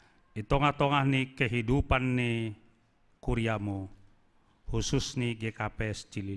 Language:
Batak Simalungun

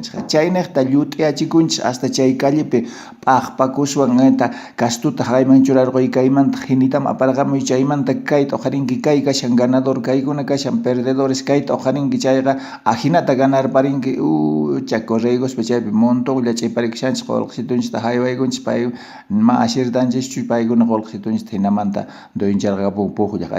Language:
South Bolivian Quechua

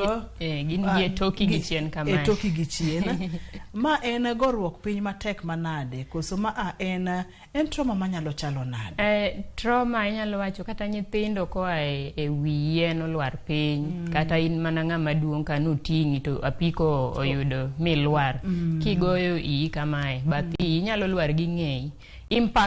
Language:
Luo (Kenya and Tanzania)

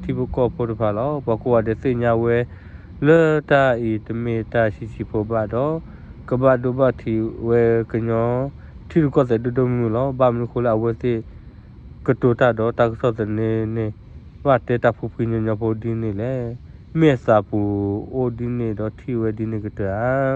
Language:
S'gaw Karen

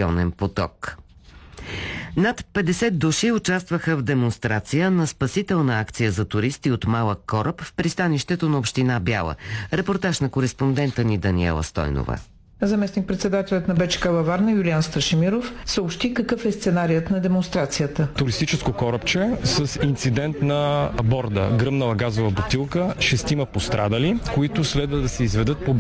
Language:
Bulgarian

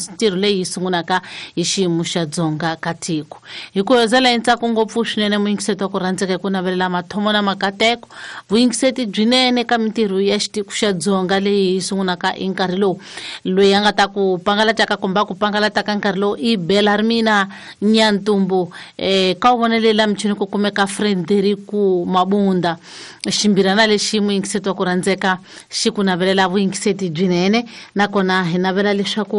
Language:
Tsonga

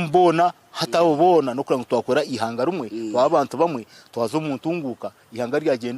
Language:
Nyankole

